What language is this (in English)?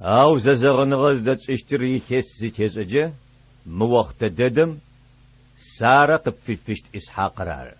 Adyghe